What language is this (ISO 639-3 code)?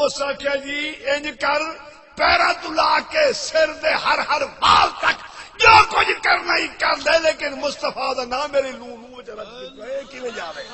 skr